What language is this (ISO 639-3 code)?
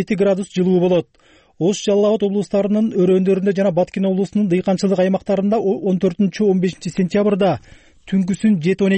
kir